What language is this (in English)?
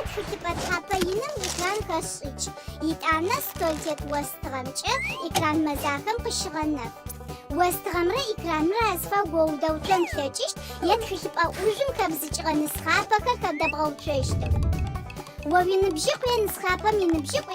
Adyghe